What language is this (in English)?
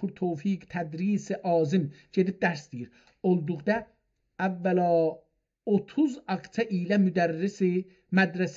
South Azerbaijani